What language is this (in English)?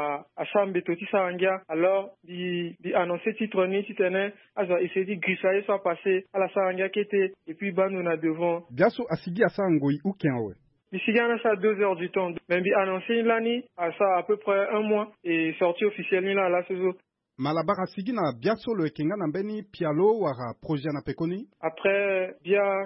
Sango